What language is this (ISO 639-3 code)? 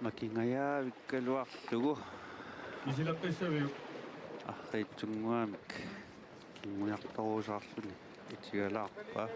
kal